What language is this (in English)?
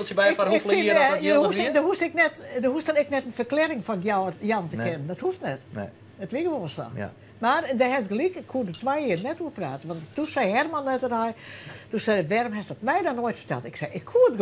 Western Frisian